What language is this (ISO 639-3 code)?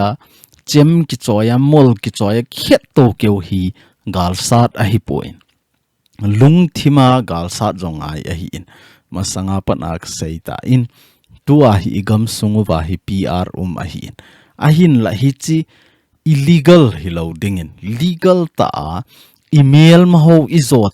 tcz